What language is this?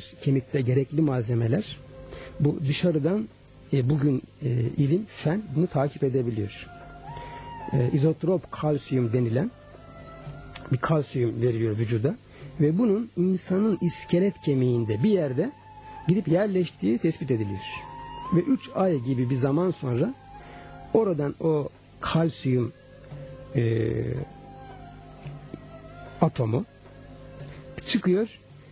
Turkish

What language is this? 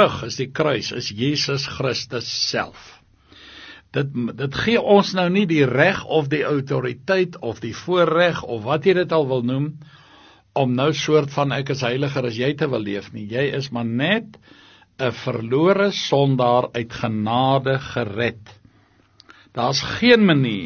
Afrikaans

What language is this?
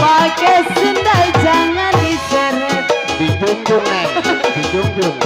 Betawi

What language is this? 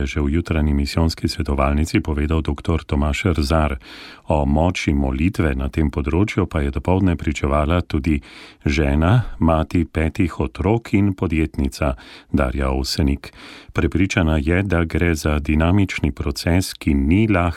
Slovenian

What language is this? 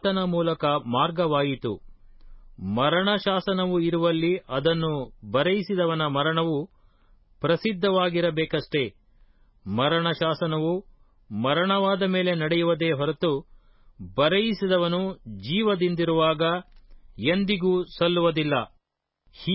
Kannada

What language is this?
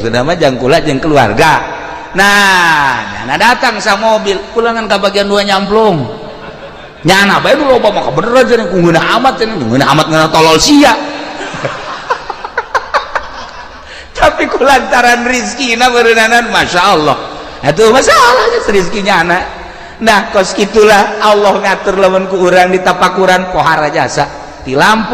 Sundanese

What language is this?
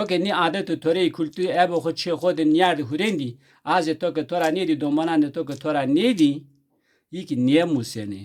Zaza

